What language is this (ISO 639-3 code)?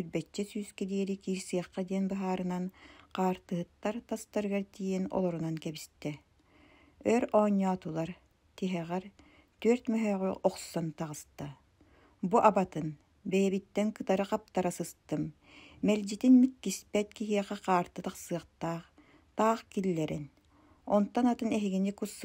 sah